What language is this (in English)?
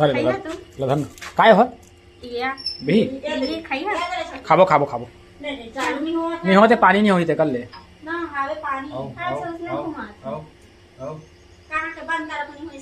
Chhattisgarhi